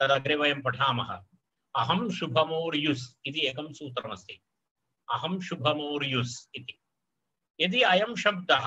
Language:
Sanskrit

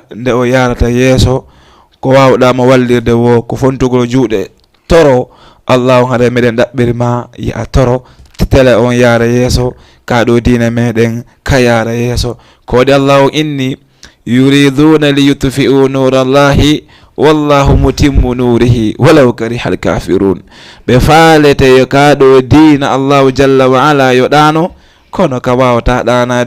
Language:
Fula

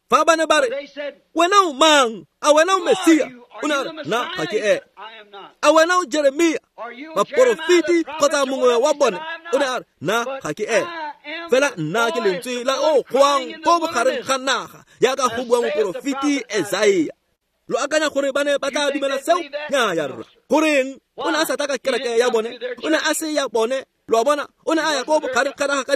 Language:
Tswana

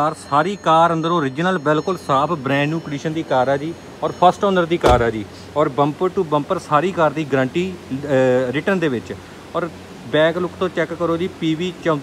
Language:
Punjabi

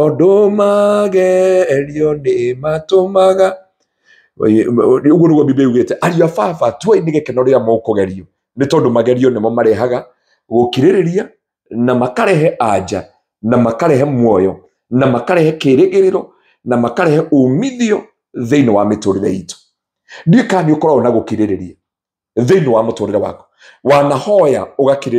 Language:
Kikuyu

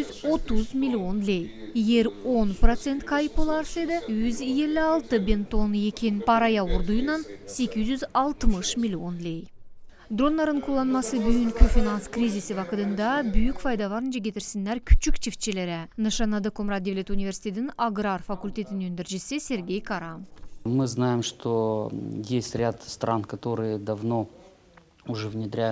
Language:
Gagauz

